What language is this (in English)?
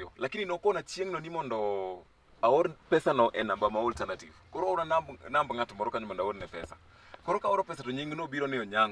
Luo (Kenya and Tanzania)